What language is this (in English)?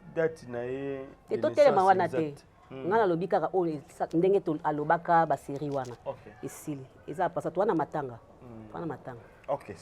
Lingala